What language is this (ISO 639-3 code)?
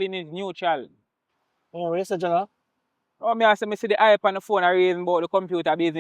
jam